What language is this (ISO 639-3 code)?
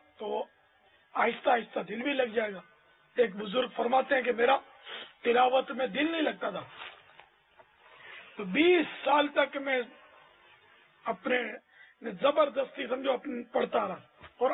urd